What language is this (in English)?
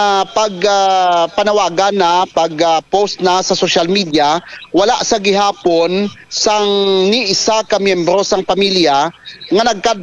Hiligaynon